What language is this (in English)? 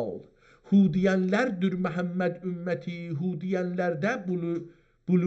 South Azerbaijani